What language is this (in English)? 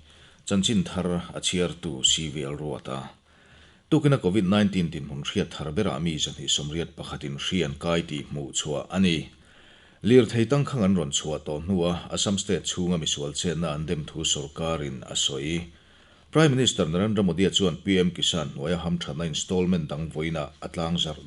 Mizo